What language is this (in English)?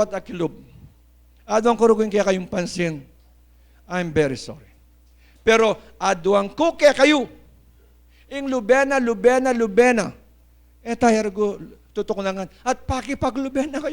Pampanga